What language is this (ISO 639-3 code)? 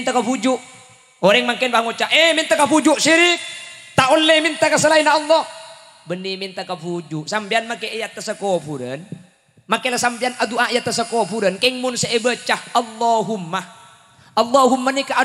mad